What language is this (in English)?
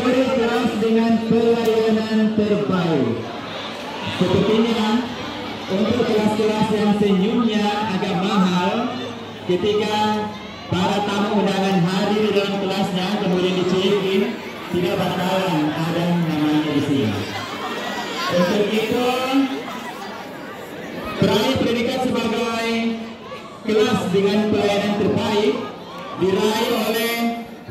Indonesian